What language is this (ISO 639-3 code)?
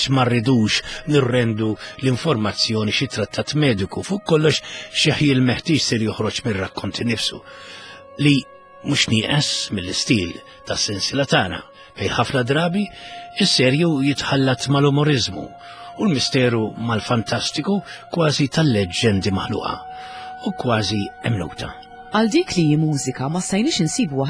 mlt